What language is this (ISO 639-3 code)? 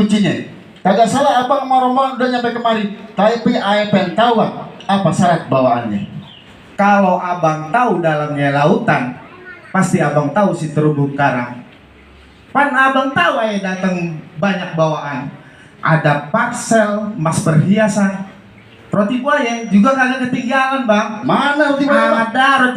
bew